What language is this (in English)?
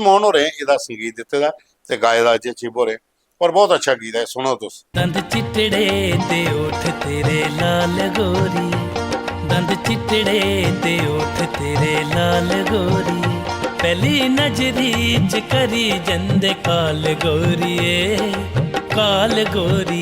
Dogri